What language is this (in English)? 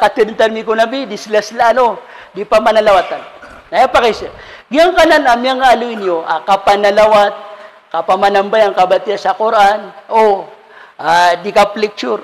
Maranao